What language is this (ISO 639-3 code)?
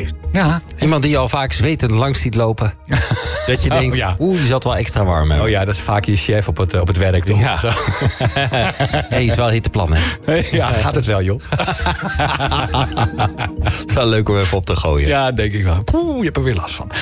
nld